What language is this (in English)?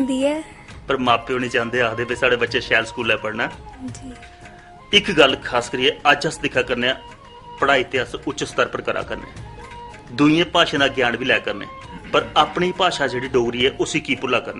Dogri